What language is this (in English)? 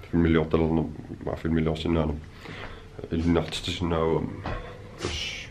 Kalaallisut